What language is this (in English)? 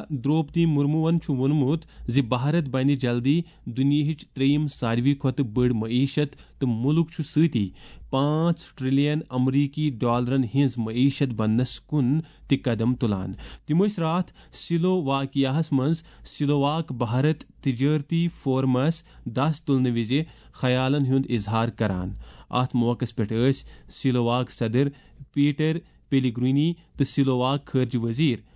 Kashmiri